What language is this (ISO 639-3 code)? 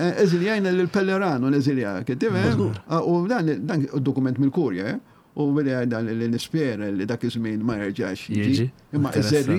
mlt